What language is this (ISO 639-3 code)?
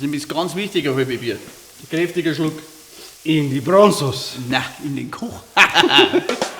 bar